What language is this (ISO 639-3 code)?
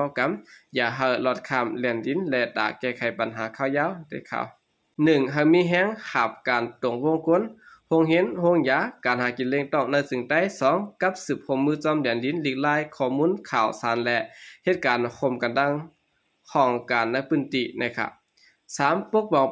shn